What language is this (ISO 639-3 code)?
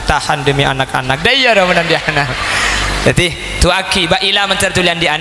mad